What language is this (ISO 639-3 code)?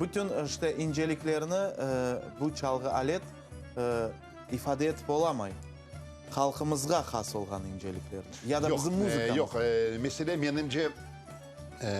crh